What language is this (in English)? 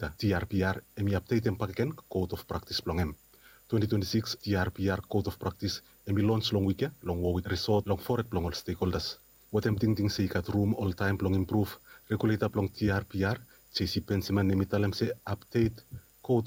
Bislama